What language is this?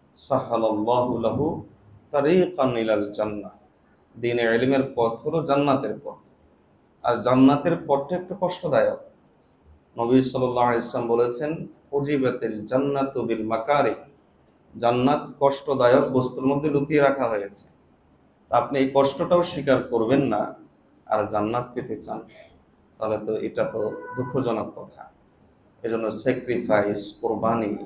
Bangla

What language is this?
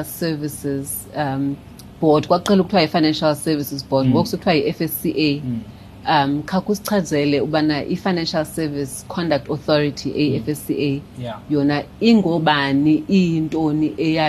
Xhosa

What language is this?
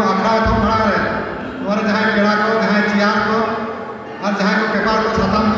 Santali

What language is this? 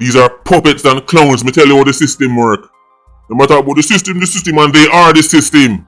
Jamaican Creole English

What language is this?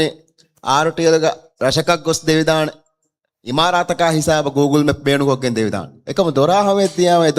Divehi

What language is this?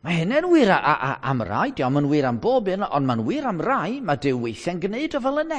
Welsh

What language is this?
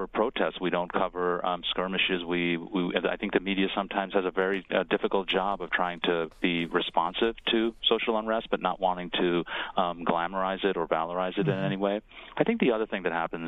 English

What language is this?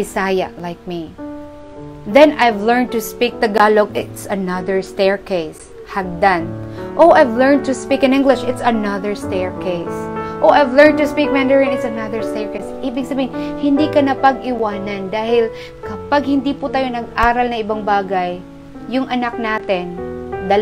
Filipino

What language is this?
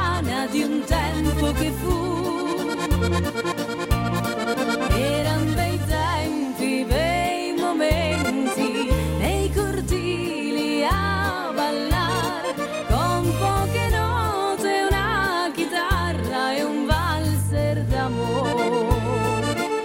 Italian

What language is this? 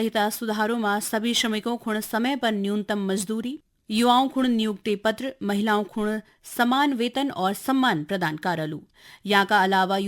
Garhwali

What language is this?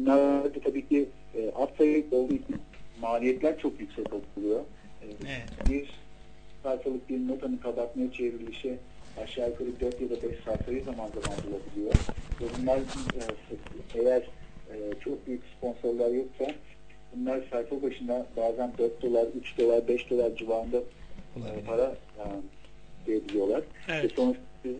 Turkish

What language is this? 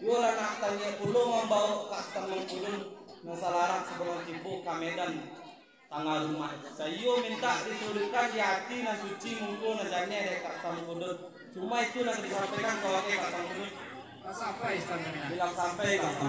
Minangkabau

